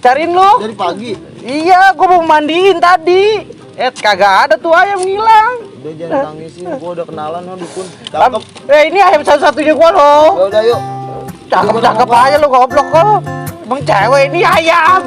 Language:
Betawi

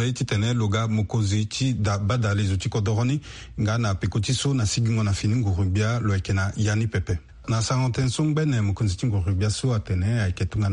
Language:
Sango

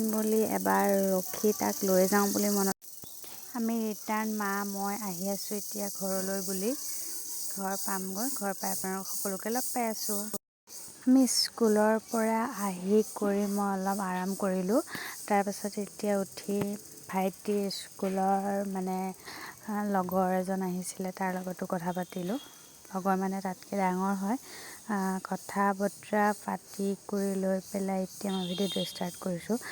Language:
Assamese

